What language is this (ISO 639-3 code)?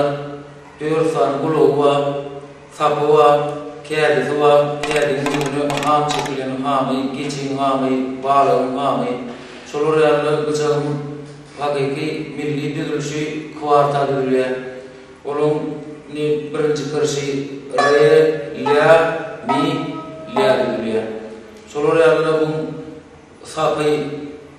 tuk